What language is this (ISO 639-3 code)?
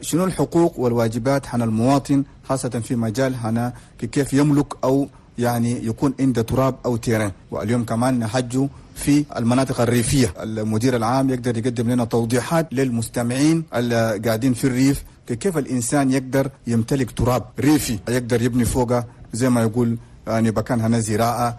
shu